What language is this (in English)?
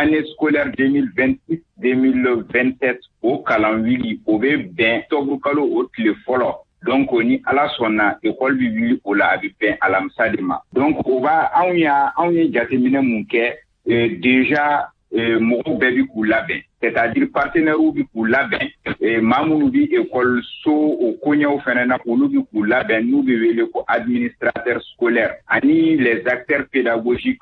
Bambara